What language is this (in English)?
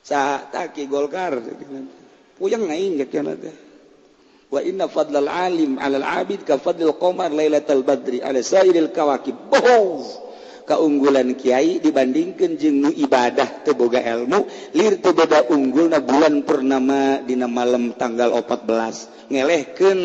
Sundanese